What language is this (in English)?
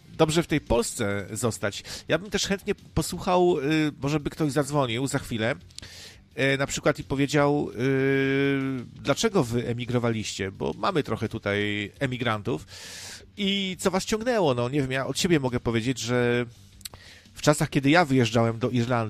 Polish